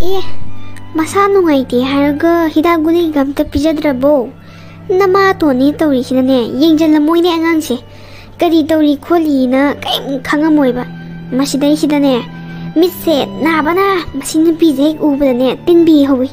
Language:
Manipuri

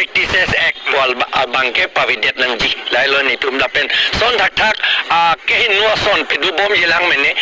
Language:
Karbi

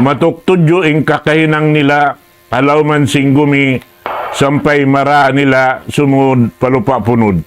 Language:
Tausug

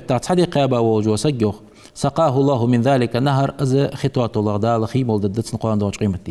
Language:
Ingush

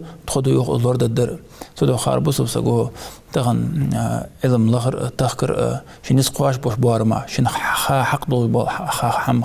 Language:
Ingush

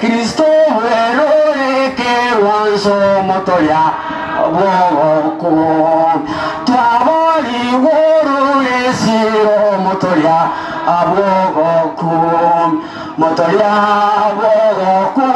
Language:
Gusii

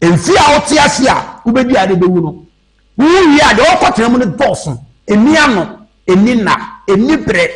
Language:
Akan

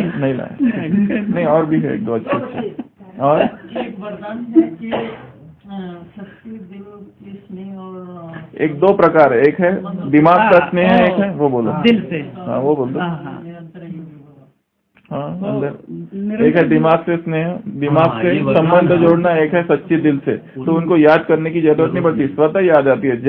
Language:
Hindi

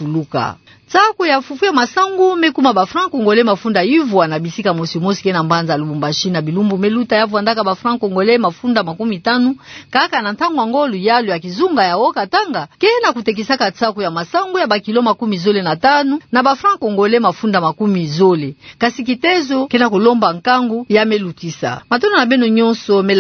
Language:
Kituba (Democratic Republic of Congo)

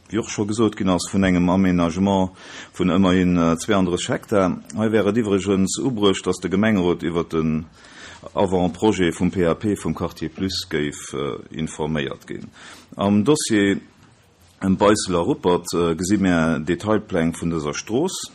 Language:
Luxembourgish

